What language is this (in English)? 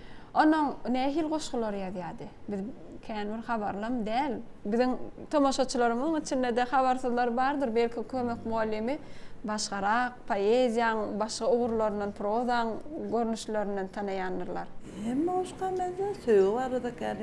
Turkmen